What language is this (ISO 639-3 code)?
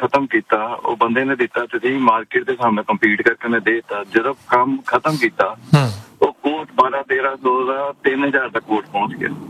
pan